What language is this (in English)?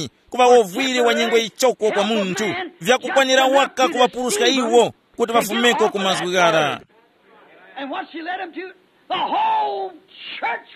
Tumbuka